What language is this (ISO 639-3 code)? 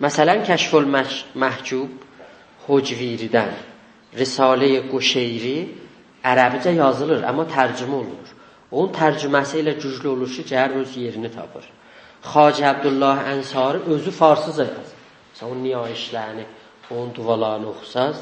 azb